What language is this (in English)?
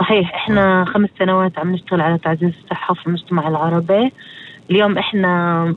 North Levantine Arabic